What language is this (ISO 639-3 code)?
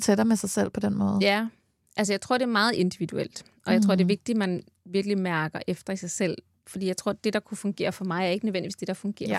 dan